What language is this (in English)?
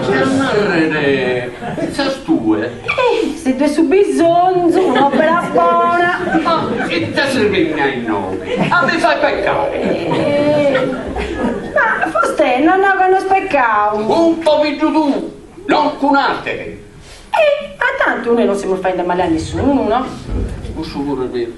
Sardinian